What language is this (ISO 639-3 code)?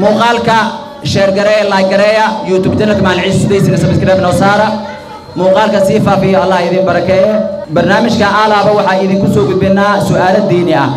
som